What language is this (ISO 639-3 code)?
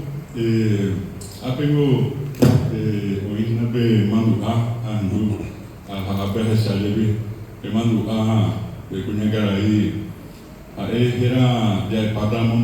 grn